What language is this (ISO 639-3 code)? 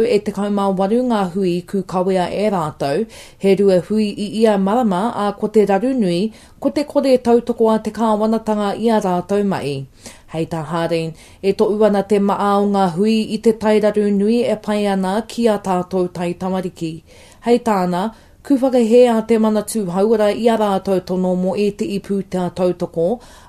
mri